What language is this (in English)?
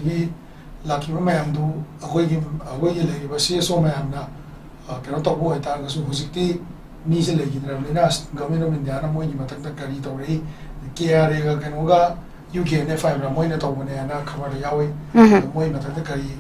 Manipuri